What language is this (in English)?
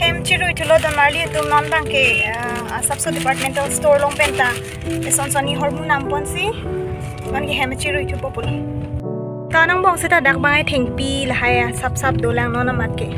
Karbi